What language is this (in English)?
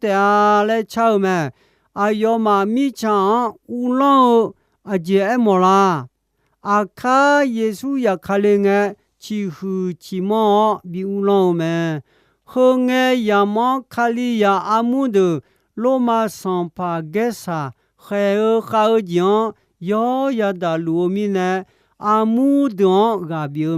Akha